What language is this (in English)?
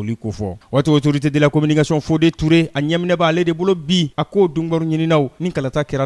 Bambara